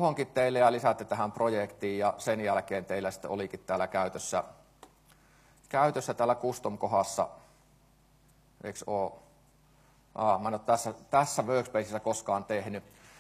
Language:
Finnish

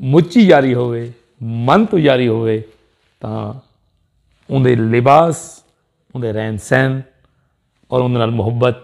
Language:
Saraiki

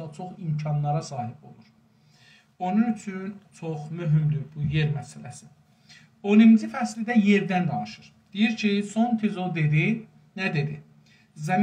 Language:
South Azerbaijani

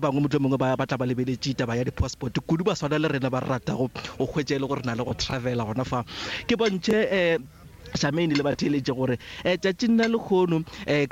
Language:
Northern Sotho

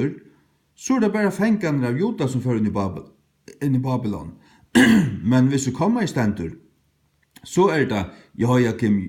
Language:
Faroese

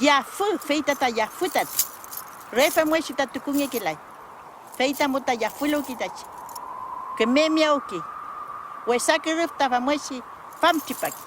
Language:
Mapuche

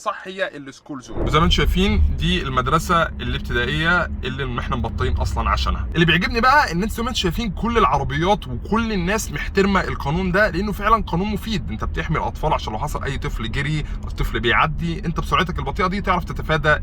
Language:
Egyptian Arabic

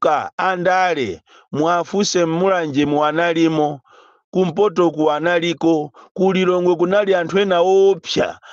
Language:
Nyanja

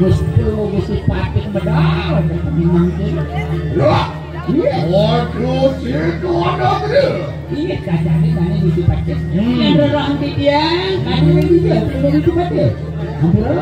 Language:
Balinese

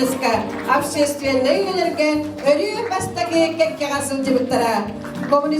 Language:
Yakut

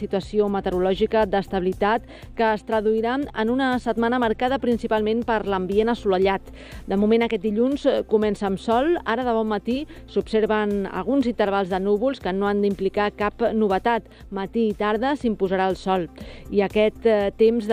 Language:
Catalan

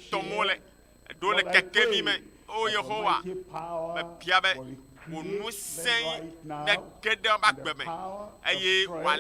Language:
Ewe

